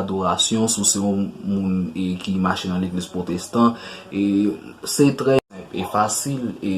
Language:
Haitian Creole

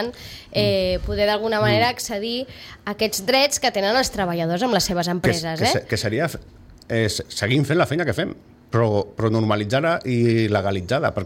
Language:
Catalan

